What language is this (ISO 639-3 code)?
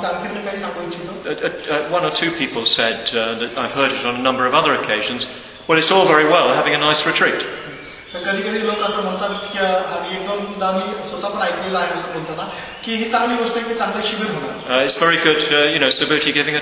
mar